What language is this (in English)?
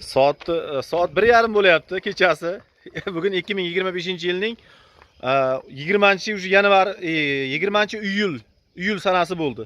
Uzbek